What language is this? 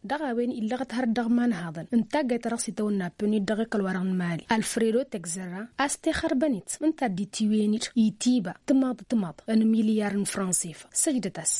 Tamasheq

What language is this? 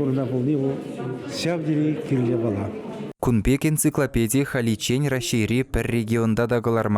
Chuvash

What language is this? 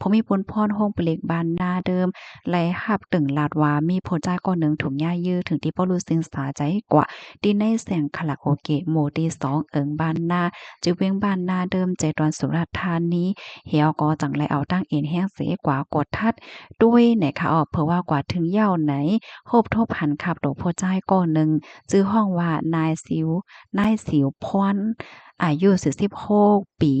Shan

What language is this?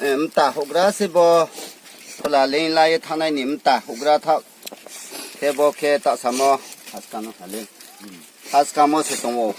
Riang (India)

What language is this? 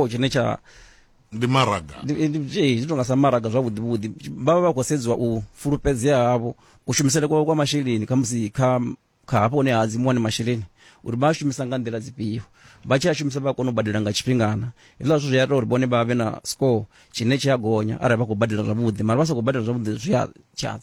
Venda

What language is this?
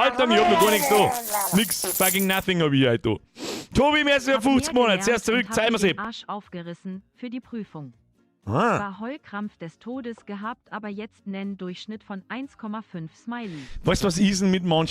Bavarian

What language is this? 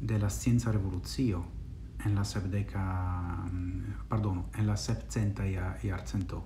Esperanto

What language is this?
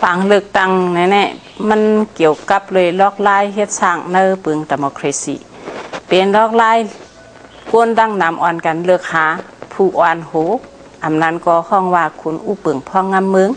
Shan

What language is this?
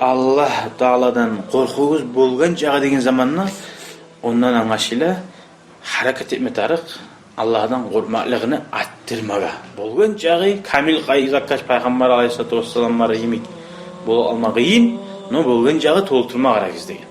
Kumyk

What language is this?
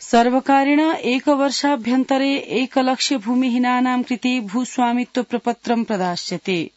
Sanskrit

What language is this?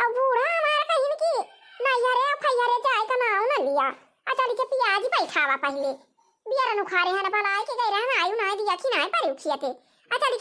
Awadhi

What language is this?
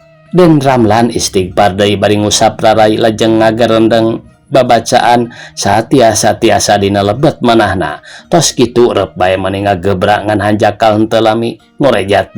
Sundanese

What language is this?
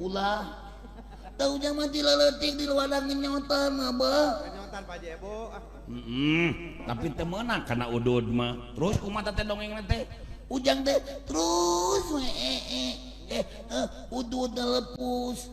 Sundanese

